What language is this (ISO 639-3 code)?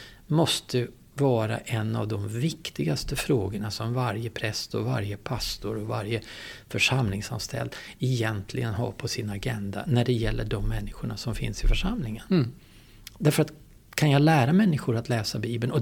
swe